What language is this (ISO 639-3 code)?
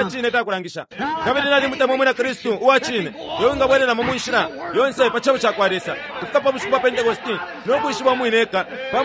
bem